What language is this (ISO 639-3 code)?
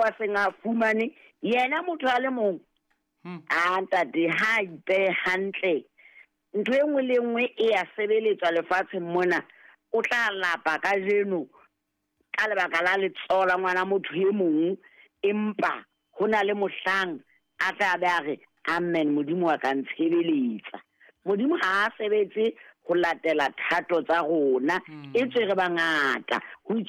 sot